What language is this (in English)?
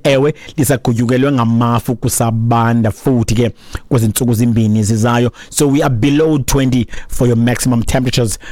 Xhosa